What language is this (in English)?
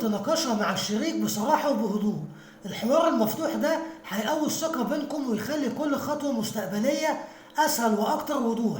Egyptian Arabic